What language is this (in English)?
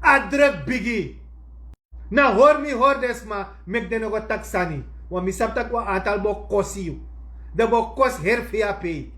Sranan Tongo